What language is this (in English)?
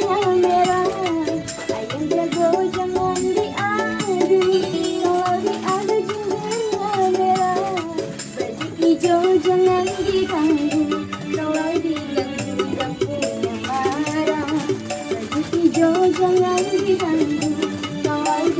Betawi